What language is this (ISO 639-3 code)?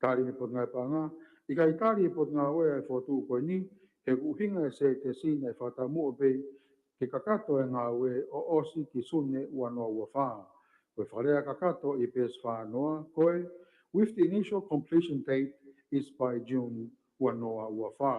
ton